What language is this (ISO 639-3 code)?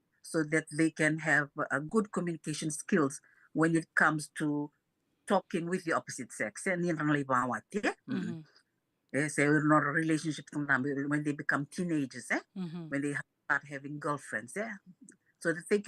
fij